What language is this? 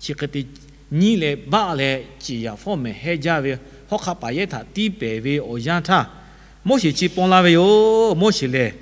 Lahu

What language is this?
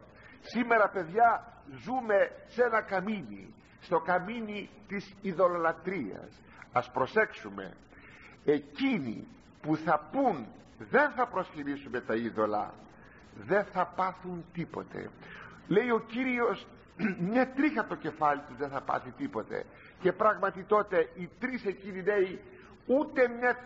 Greek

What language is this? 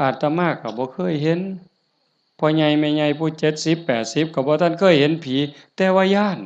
Northeastern Thai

